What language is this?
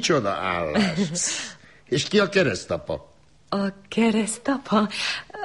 Hungarian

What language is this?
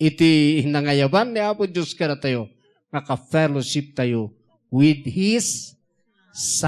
Iloko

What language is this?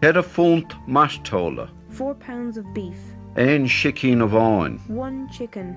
Irish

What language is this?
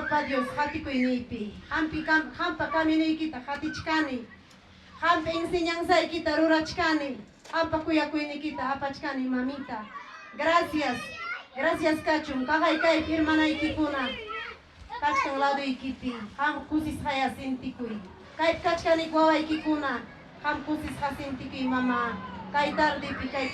Ayacucho Quechua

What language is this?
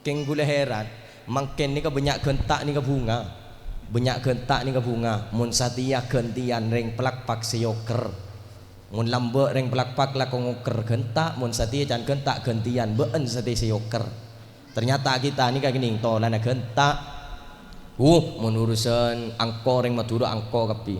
Madurese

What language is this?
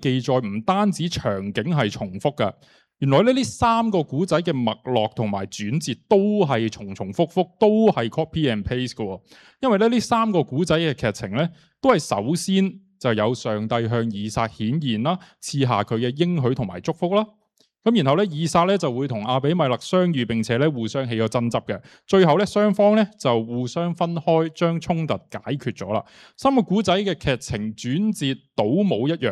Cantonese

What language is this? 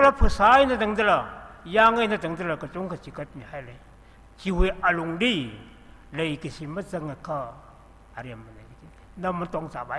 Tangkhul Naga (India)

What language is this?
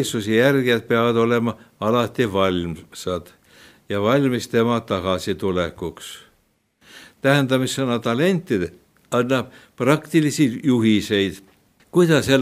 Estonian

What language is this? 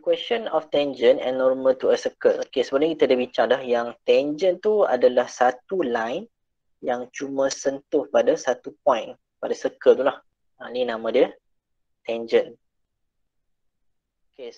Malay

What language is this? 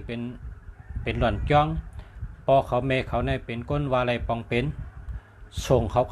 Shan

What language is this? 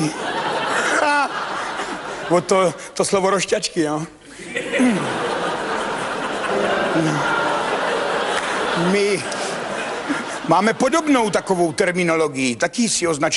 Czech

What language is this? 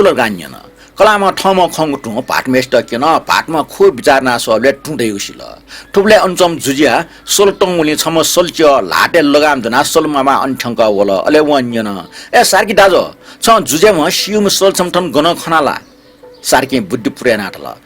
Newari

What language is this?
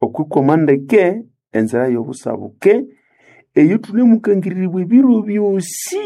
Nande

